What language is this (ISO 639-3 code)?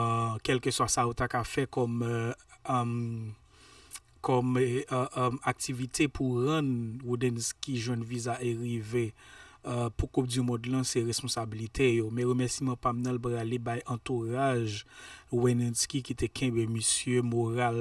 hat